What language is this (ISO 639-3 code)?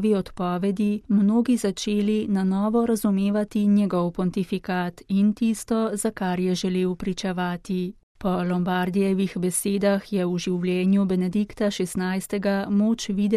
slv